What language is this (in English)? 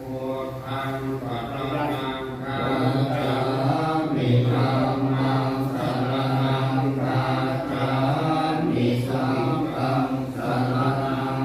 Pali